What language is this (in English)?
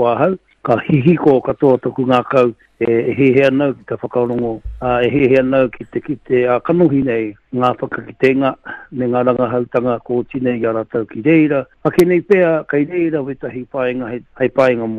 Māori